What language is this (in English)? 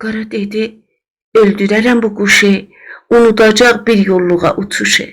South Azerbaijani